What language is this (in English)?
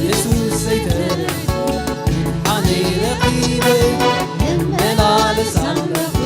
Tigrinya